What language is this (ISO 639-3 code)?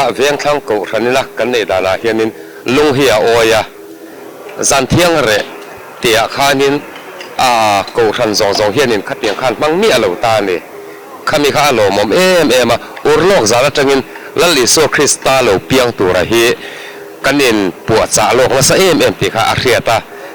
lus